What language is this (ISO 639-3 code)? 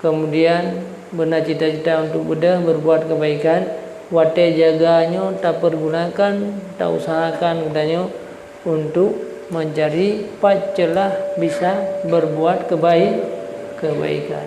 ace